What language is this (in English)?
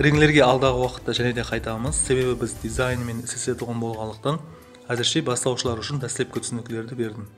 Kara-Kalpak